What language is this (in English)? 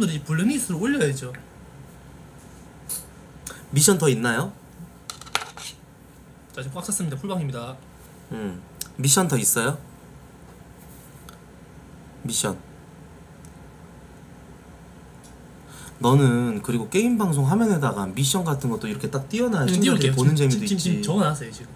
Korean